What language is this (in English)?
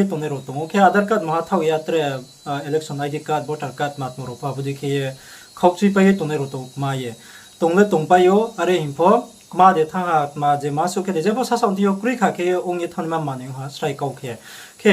Riang (India)